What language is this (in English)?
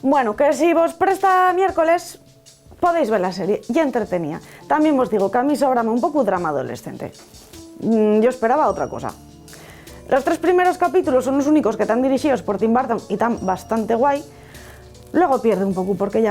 Asturian